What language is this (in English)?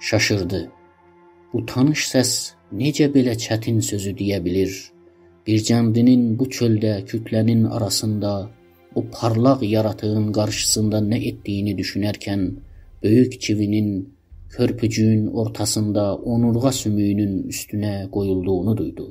South Azerbaijani